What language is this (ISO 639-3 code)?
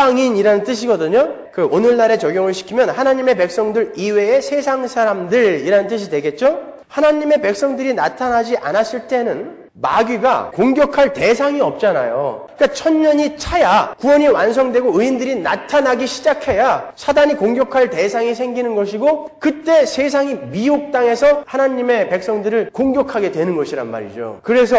kor